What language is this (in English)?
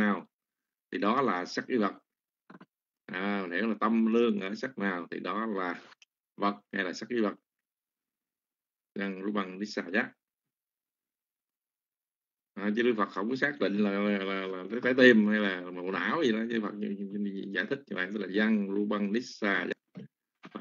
Vietnamese